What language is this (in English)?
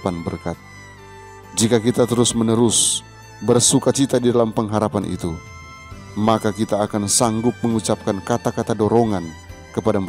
Indonesian